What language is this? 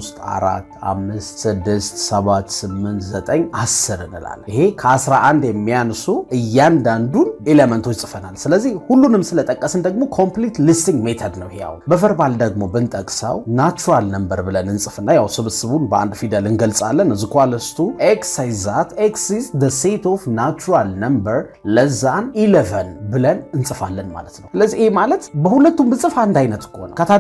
Amharic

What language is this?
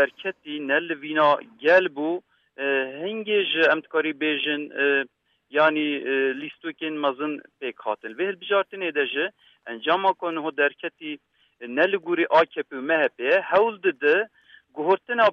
Kurdish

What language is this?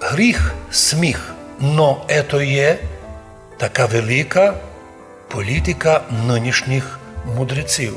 Rusyn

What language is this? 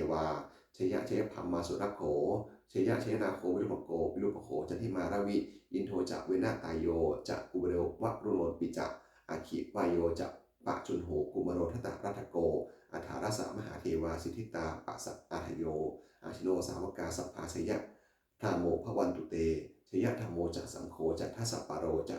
Pali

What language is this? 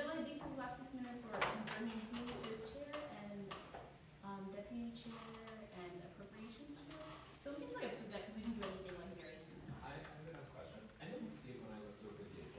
English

